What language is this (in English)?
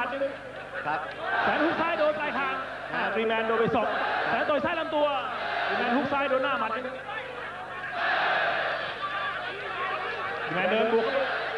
Thai